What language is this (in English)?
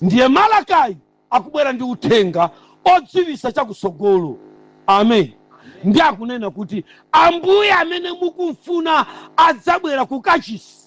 Nyanja